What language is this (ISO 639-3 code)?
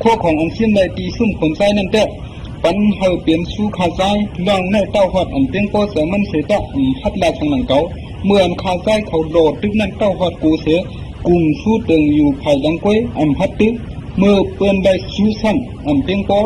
shn